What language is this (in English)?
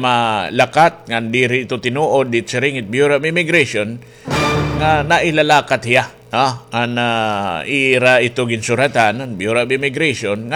Waray